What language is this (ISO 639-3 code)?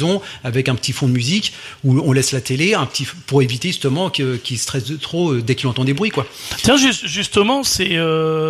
fra